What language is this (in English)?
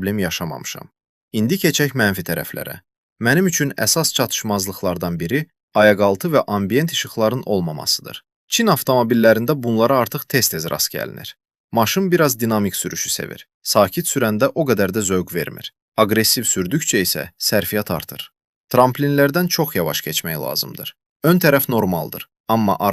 Azerbaijani